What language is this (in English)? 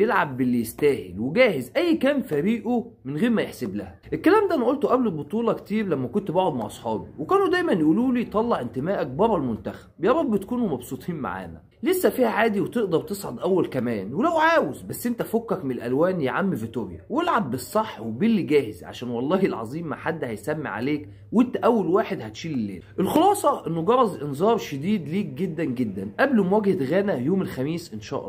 Egyptian Arabic